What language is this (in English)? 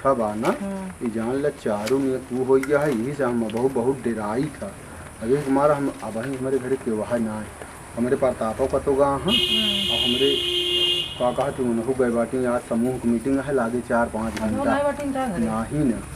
Awadhi